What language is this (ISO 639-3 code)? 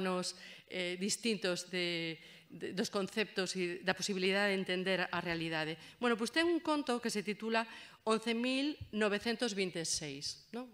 glg